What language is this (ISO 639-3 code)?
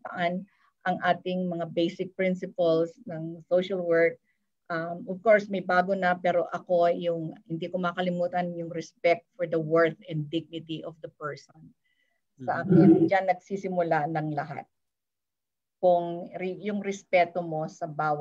fil